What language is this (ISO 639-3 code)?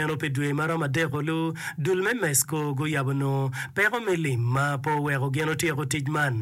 ach